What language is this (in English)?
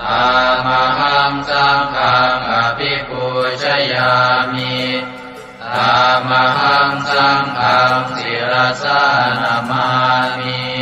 Pali